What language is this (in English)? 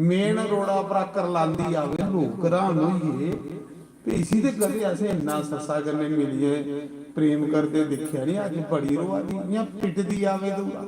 Dogri